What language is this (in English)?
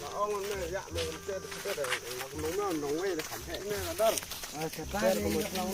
Khasi